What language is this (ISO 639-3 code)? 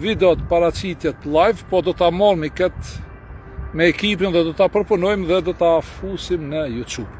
sqi